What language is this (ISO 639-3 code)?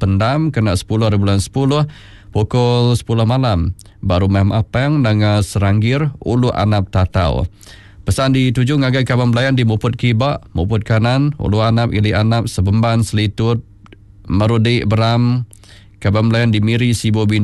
iba